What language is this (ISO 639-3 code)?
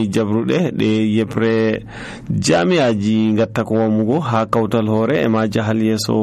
fuv